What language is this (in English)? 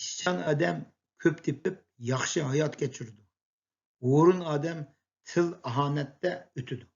Uyghur